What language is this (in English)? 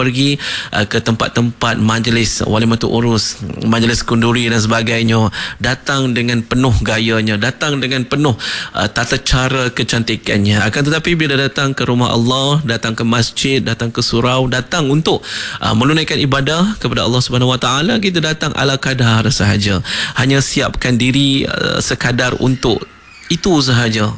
Malay